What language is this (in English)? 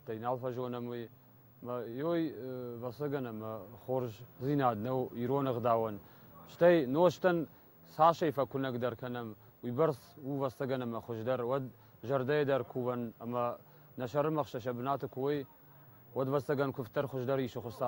Ossetic